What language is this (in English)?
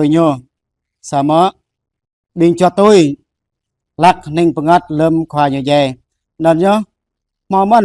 Jarai